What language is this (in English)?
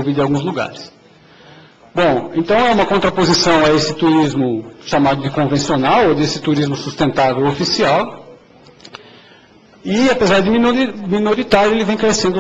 Portuguese